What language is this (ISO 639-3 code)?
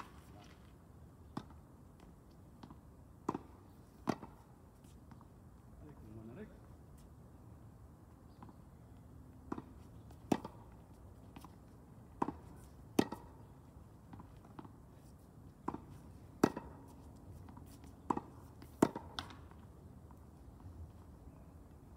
fil